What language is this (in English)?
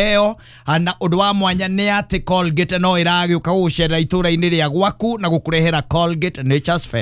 Kikuyu